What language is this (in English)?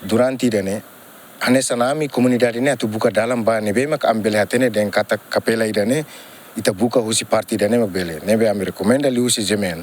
Tetum